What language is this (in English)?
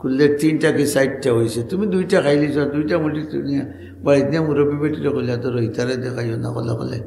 Sylheti